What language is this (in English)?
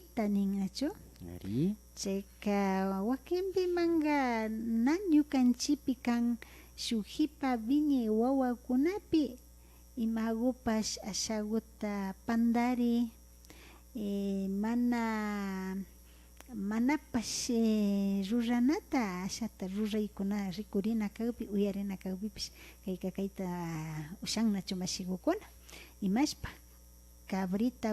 Imbabura Highland Quichua